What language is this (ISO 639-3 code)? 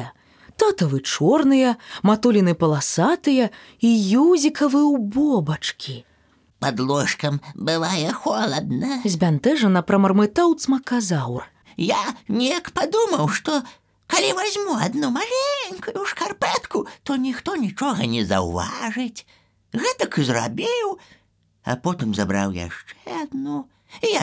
bel